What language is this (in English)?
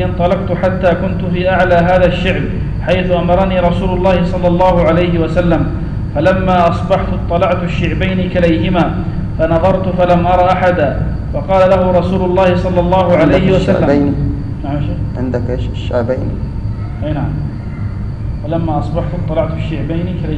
Arabic